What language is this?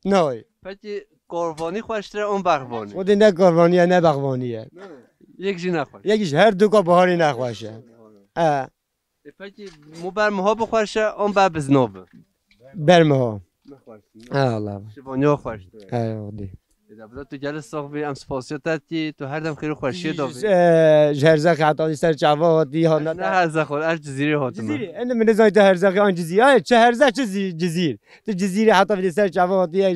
Kurdish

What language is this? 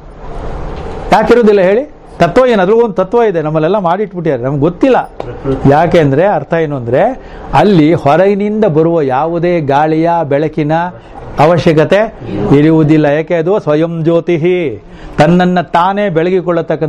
Kannada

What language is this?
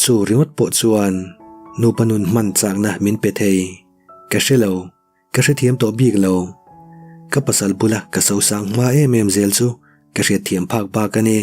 Mizo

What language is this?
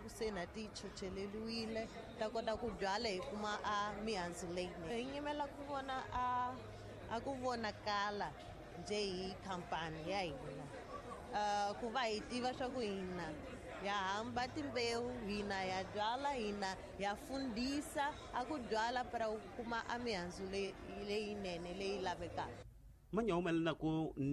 Tsonga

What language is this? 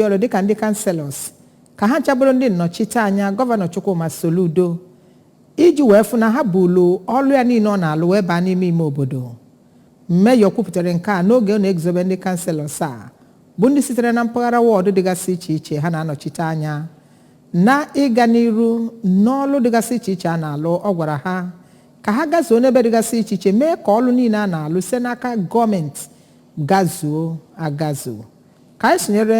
Igbo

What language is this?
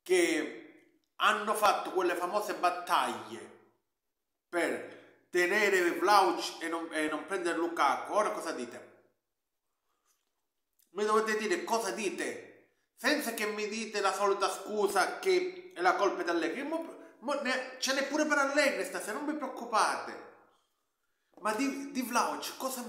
Italian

